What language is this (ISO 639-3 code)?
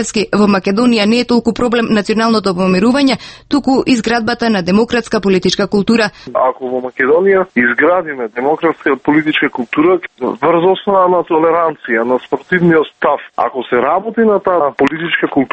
mkd